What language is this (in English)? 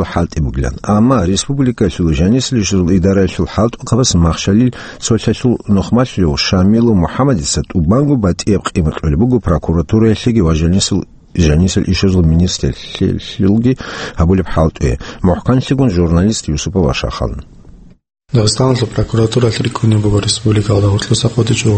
Avaric